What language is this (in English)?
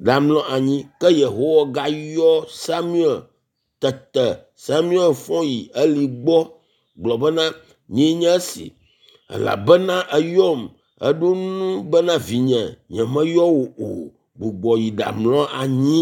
Ewe